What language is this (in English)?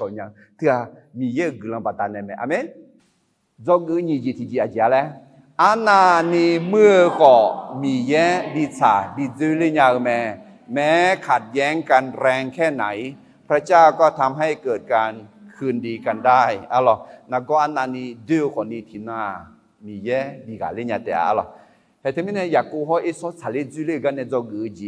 Akha